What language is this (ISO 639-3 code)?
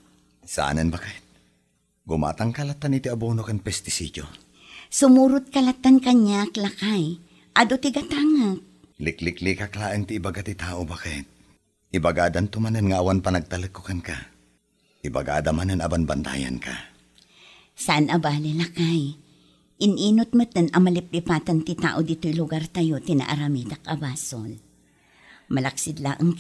ilo